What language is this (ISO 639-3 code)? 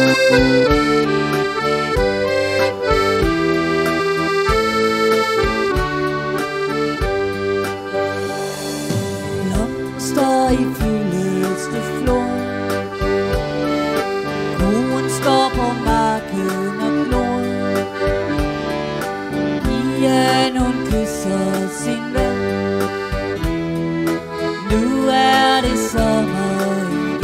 dan